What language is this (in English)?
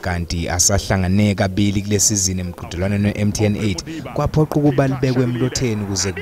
Zulu